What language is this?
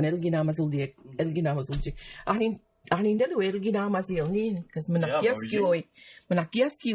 Mi'kmaw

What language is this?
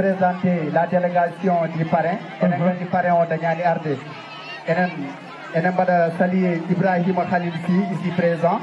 Fula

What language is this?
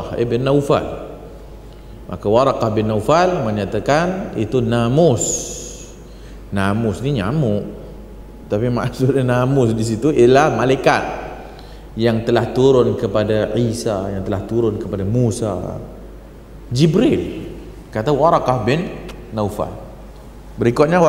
Malay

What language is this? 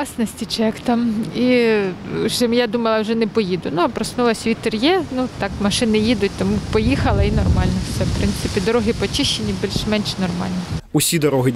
Ukrainian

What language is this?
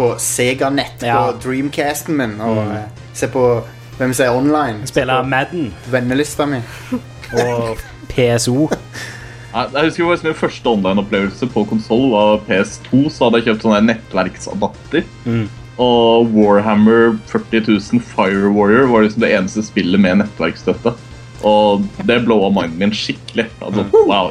Norwegian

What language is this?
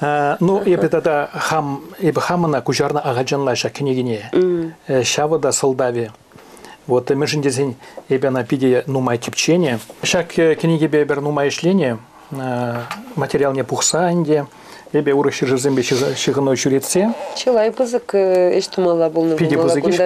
Chuvash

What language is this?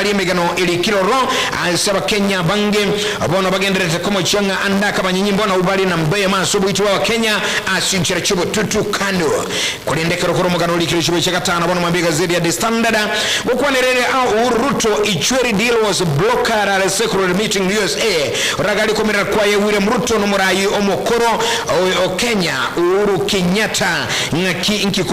Gusii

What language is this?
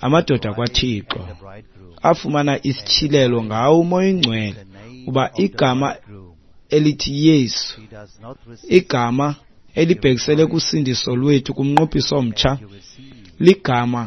Xhosa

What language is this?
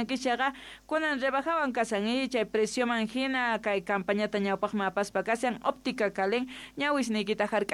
South Bolivian Quechua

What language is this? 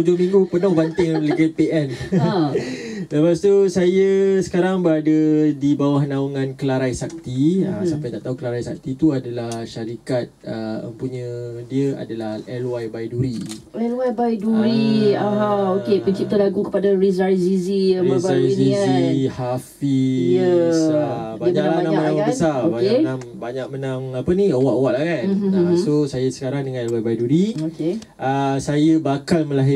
Malay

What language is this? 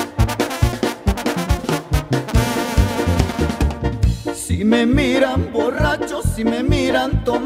Spanish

